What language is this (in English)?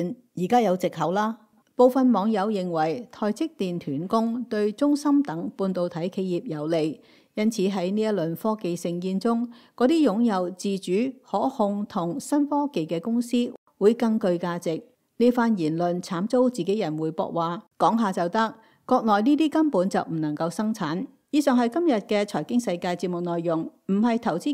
Cantonese